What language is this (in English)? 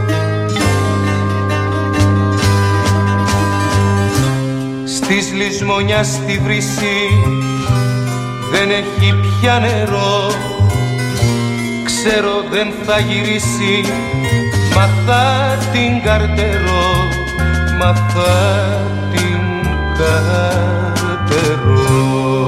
Greek